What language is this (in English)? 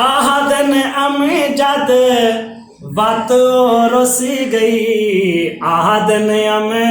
Saraiki